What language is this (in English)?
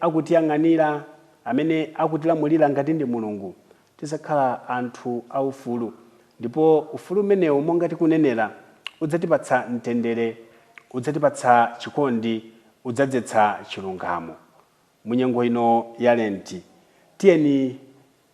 Nyanja